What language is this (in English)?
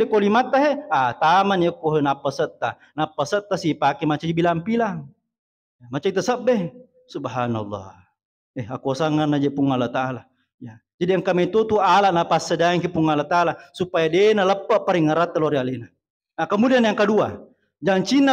Buginese